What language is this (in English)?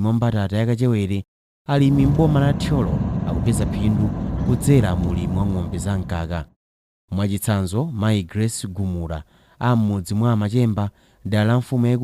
Nyanja